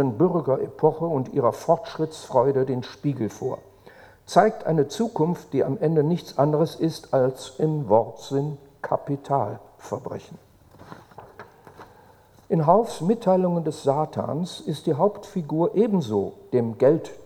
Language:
German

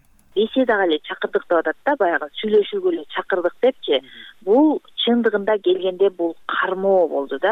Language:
Kyrgyz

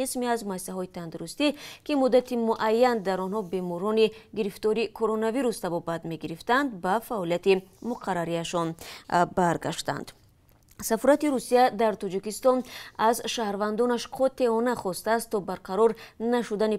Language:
Tajik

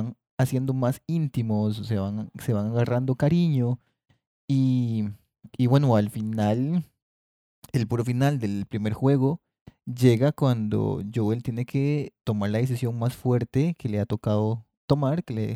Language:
Spanish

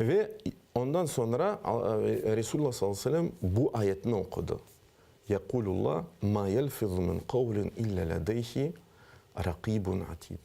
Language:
Crimean Tatar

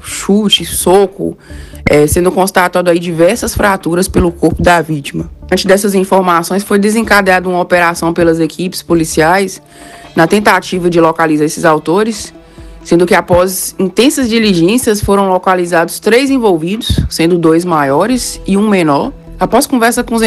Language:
Portuguese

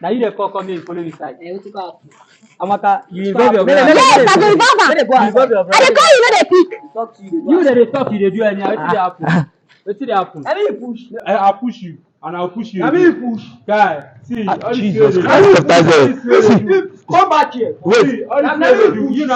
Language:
Nigerian Pidgin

